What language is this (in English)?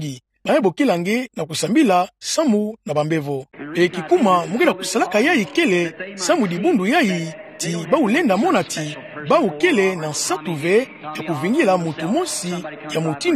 Kituba (Democratic Republic of Congo)